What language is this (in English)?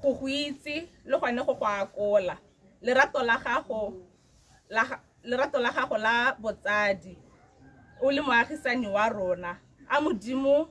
Tswana